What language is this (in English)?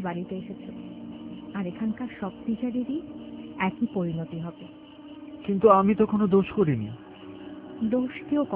Bangla